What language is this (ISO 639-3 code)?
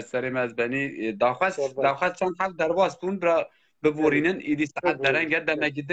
kur